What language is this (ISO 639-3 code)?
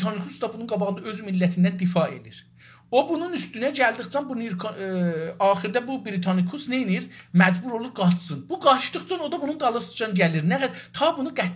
azb